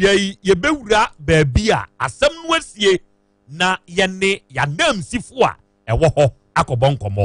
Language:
Akan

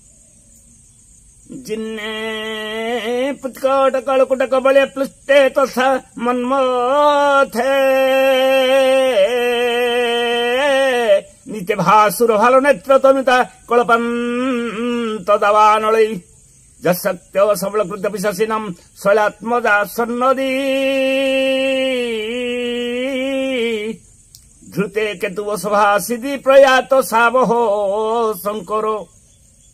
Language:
Odia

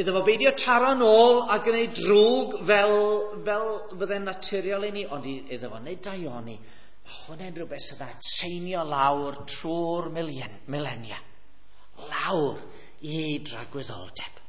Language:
Welsh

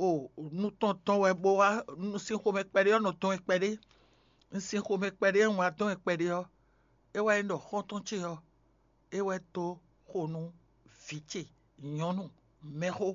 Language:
Fon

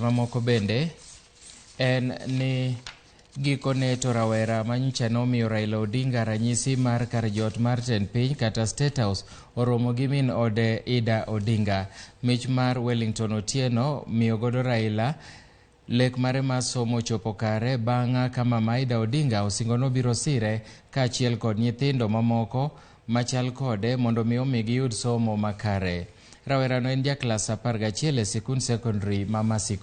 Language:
Luo (Kenya and Tanzania)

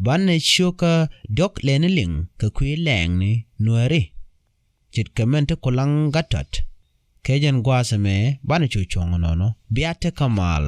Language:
Nuer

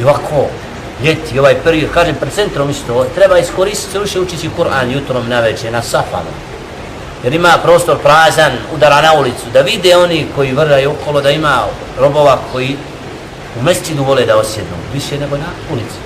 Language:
Bosnian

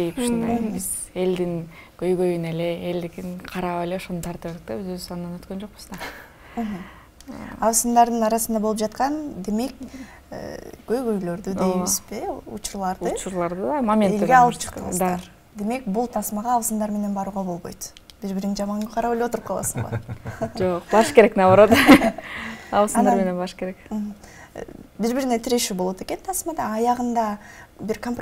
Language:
Kyrgyz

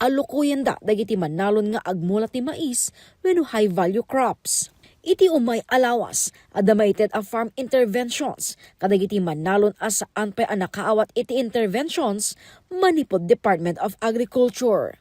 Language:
Iloko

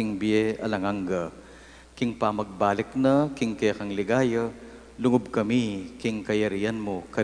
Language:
Pampanga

